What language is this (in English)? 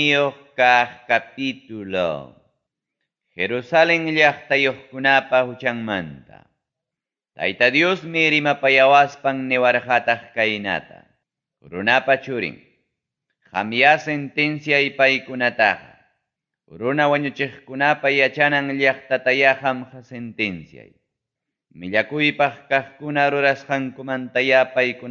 Ayacucho Quechua